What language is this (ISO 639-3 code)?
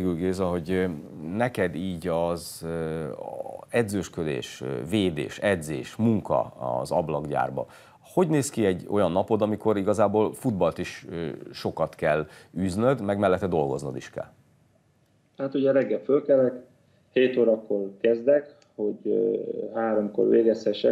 hun